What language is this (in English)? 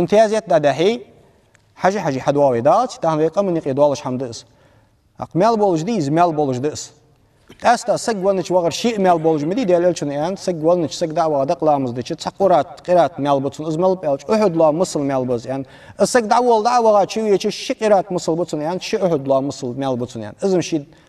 Ingush